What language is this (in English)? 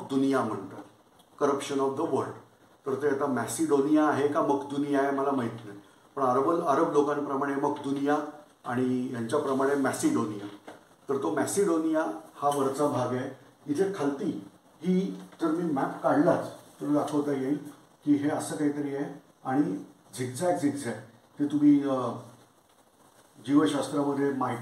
Marathi